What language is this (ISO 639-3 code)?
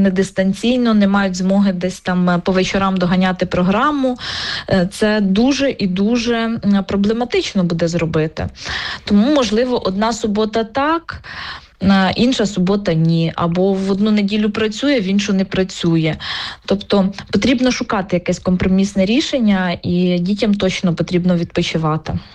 ukr